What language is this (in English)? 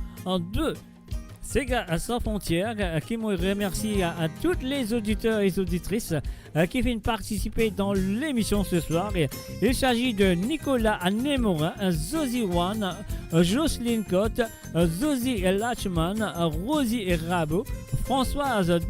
Morisyen